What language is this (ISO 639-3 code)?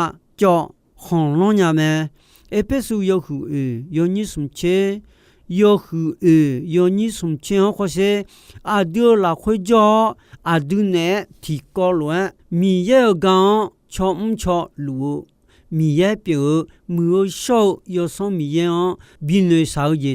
ahk